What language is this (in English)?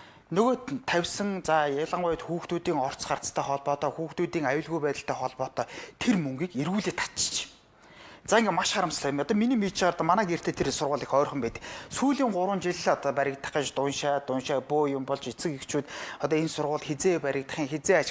Mongolian